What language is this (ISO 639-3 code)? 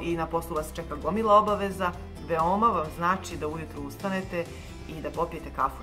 srp